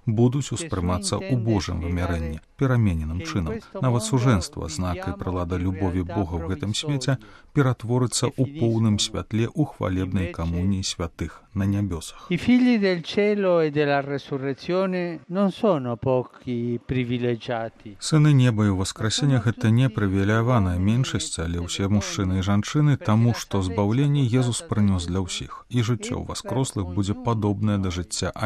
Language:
Belarusian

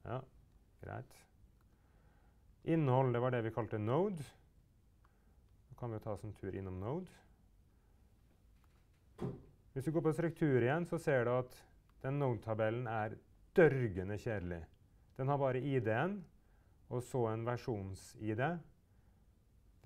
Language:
Norwegian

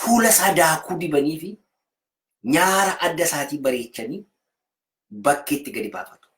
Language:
Oromo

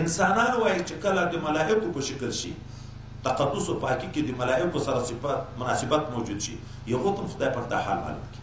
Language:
Pashto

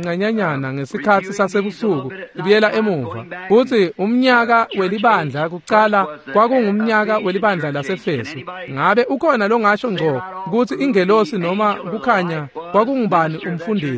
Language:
Swati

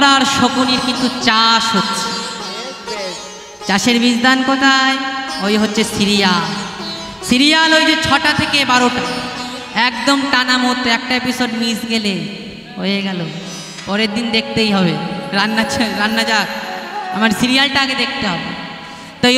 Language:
Bangla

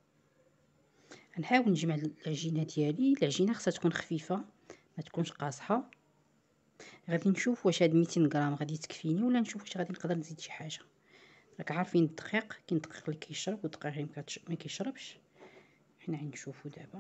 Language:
Moroccan Arabic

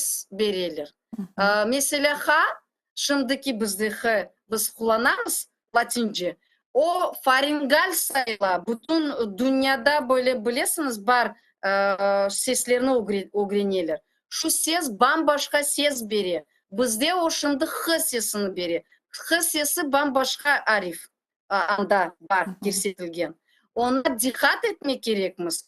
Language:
Crimean Tatar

